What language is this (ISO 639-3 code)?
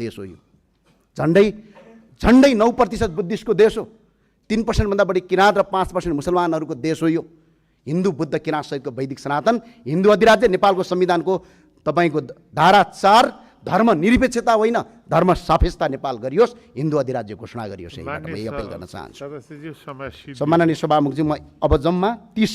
nep